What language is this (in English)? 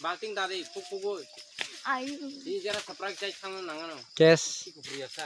Kok Borok